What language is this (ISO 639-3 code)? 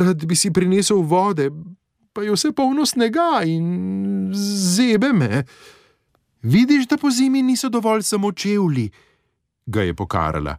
slv